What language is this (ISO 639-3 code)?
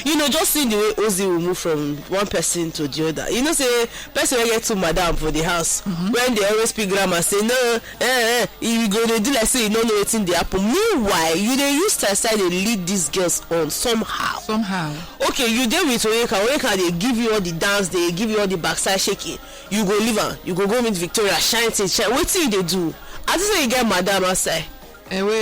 pcm